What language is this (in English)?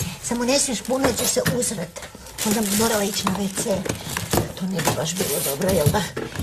Croatian